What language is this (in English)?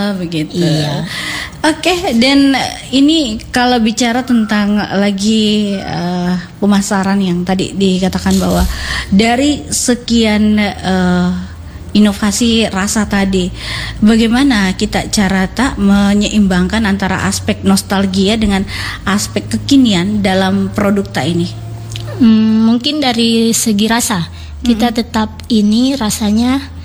Indonesian